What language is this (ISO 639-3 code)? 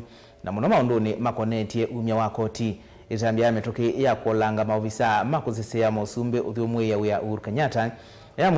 kam